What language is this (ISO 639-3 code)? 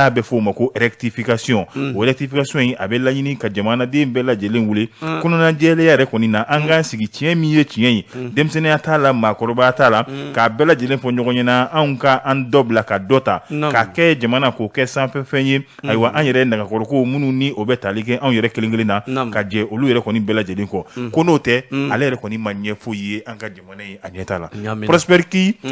bam